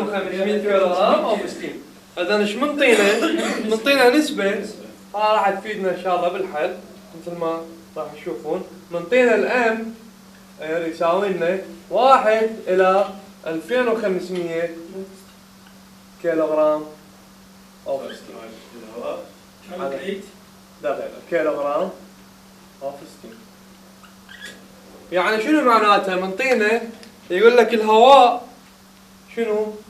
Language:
Mesopotamian Arabic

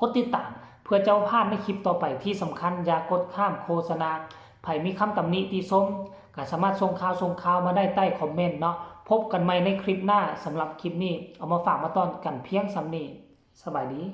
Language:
Lao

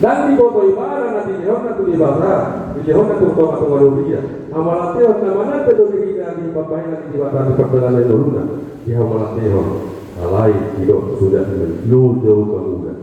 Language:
Batak Toba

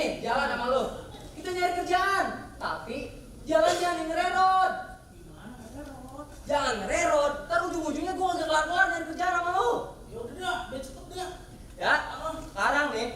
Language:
Betawi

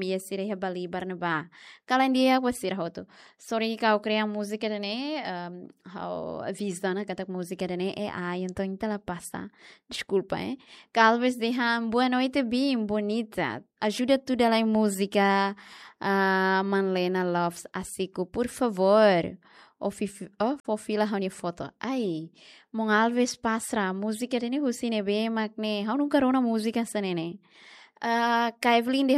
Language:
Tetum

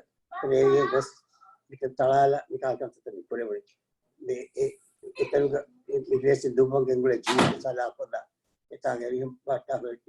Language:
Divehi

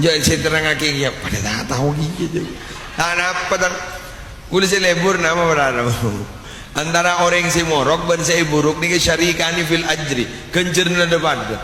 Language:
Madurese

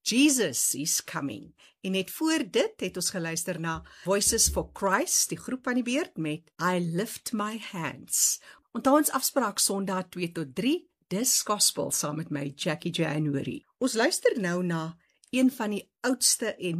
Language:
Afrikaans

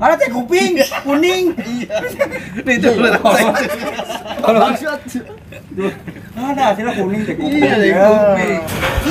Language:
Betawi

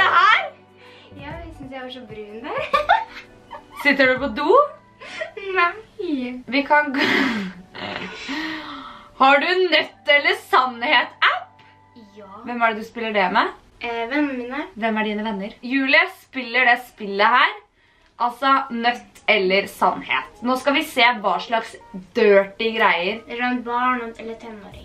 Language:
Norwegian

